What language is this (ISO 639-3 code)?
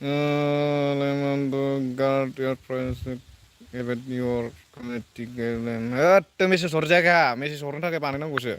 brx